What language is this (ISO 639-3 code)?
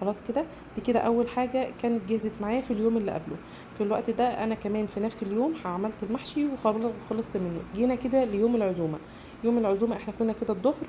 arz